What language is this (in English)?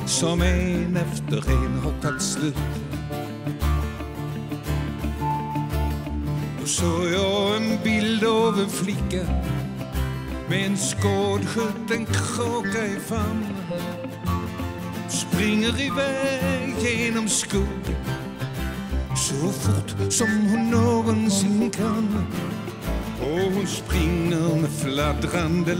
Swedish